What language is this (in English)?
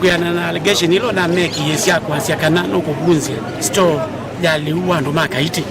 Kamba